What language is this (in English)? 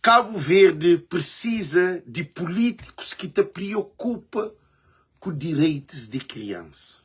Kabuverdianu